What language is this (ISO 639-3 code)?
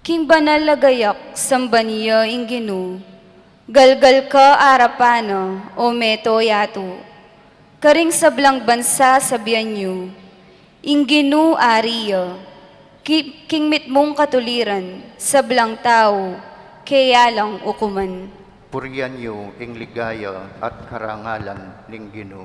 pam